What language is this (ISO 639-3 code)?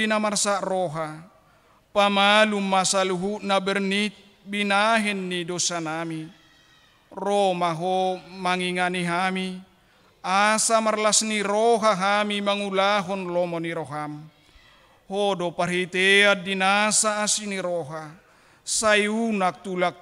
bbc